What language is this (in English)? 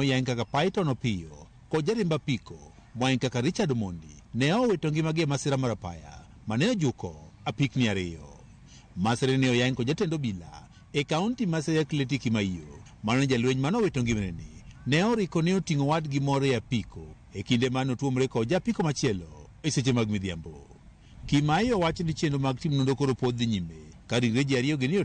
Luo (Kenya and Tanzania)